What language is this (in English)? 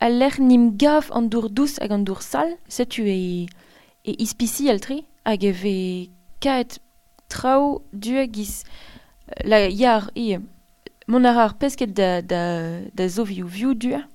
Breton